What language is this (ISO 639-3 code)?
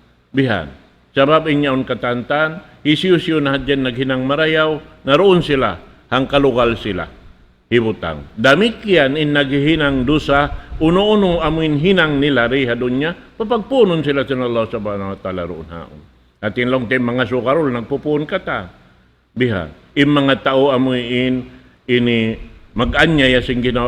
tsg